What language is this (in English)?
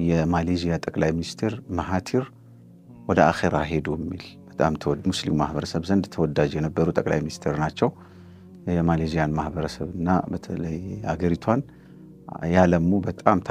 Amharic